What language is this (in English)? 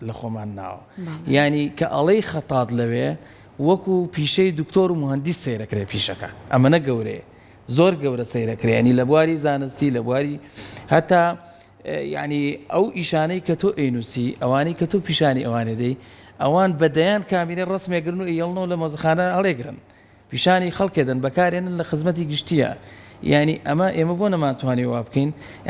Central Kurdish